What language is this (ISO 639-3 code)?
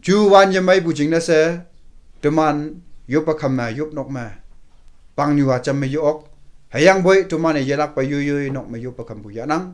nbe